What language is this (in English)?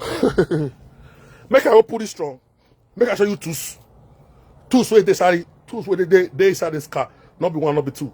Nigerian Pidgin